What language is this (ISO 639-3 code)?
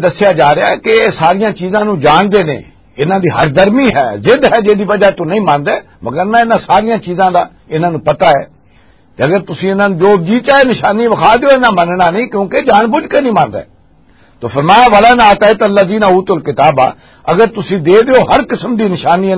lah